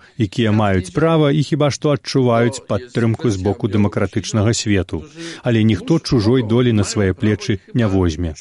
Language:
Belarusian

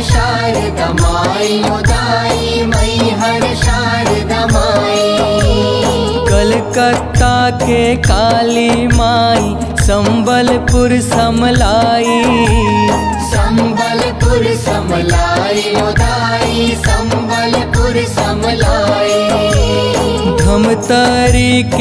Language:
Chhattisgarhi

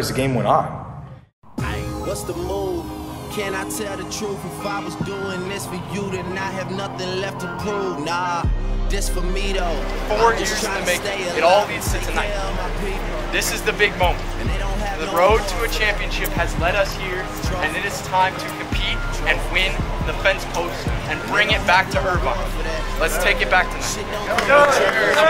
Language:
English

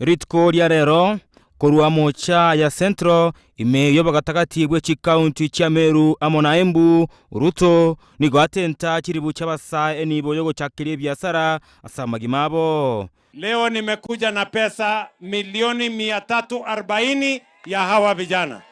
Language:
Gusii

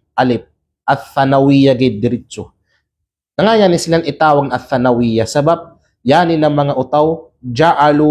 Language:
Kalagan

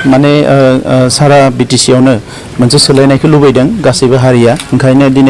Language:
Bodo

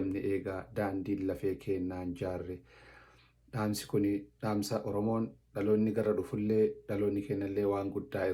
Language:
Oromo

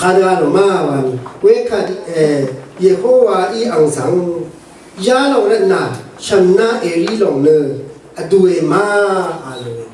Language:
Rawang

